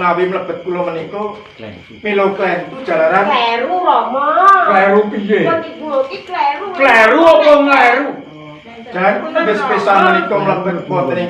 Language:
Javanese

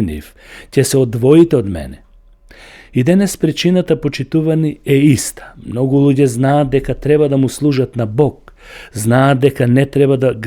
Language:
Macedonian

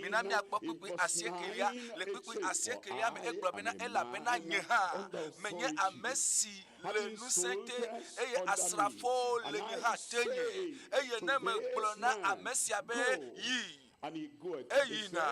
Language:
Ewe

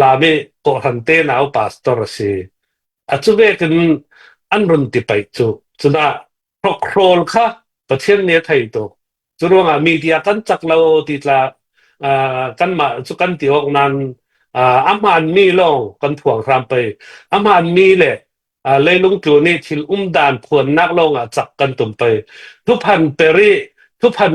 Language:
Falam Chin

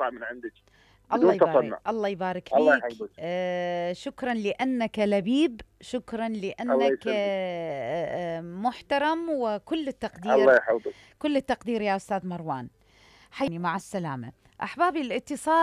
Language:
Mesopotamian Arabic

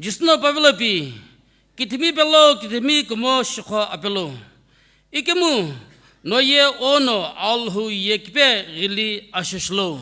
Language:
Sumi Naga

